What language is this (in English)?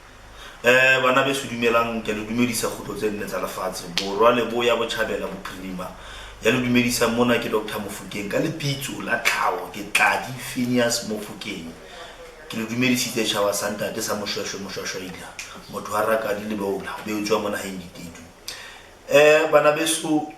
Southern Sotho